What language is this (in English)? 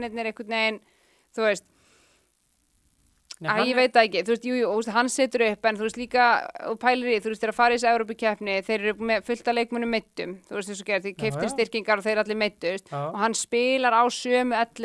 Icelandic